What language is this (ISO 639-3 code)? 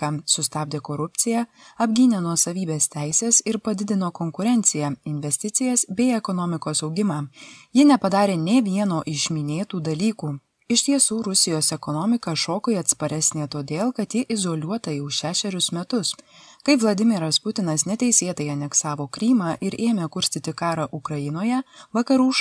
lit